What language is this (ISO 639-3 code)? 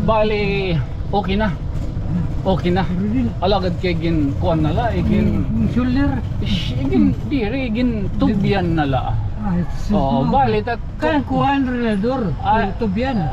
war